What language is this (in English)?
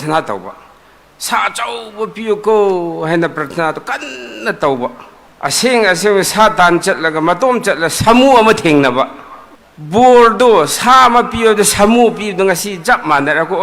Manipuri